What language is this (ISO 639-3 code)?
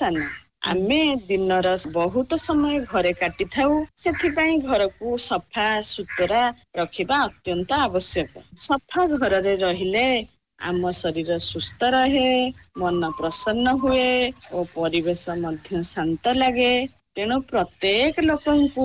ori